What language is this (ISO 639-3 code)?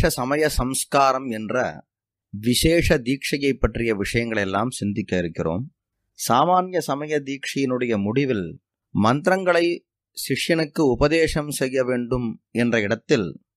tam